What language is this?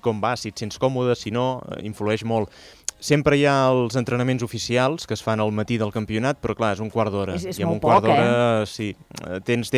Catalan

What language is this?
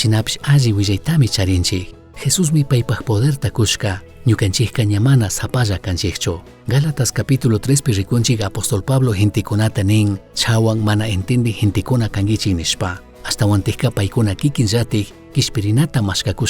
Chimborazo Highland Quichua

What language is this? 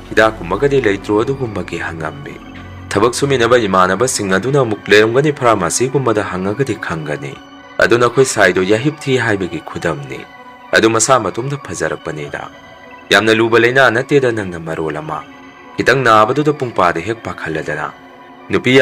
Manipuri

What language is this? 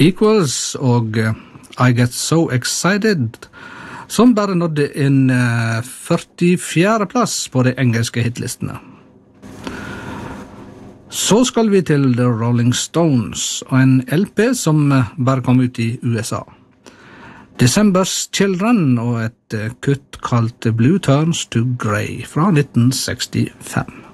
Norwegian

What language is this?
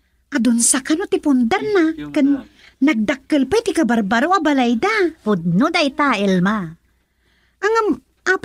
Iloko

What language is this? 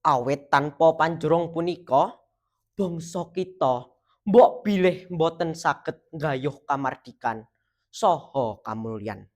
Javanese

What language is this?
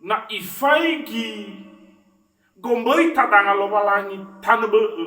Nias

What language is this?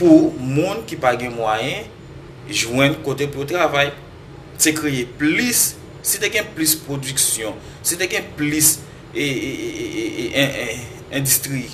Haitian Creole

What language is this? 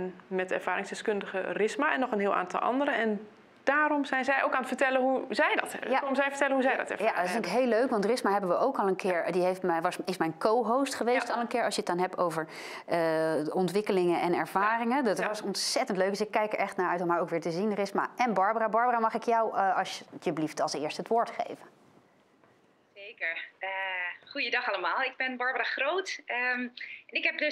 Dutch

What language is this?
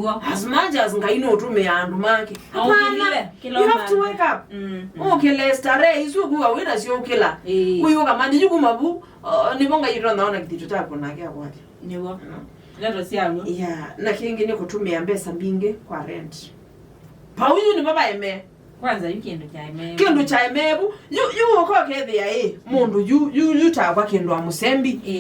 Kamba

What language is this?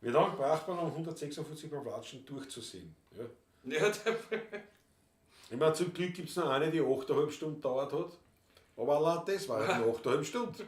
Bavarian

